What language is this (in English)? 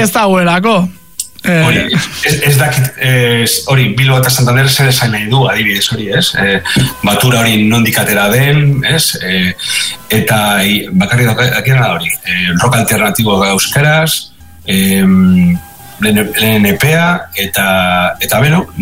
Basque